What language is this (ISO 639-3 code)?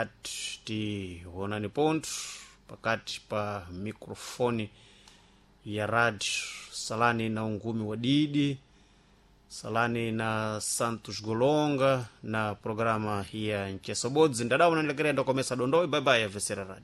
seh